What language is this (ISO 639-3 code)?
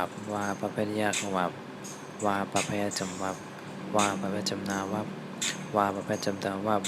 shn